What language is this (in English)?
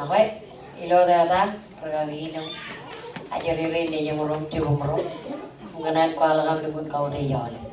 Marshallese